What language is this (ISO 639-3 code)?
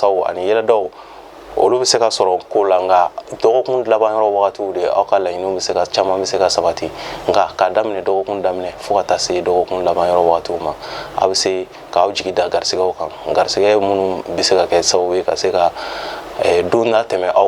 bam